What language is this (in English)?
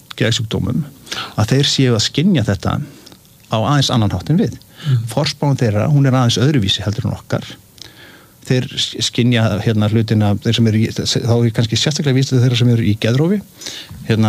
Icelandic